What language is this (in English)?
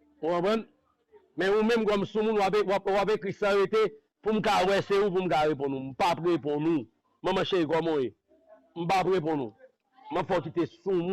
Haitian Creole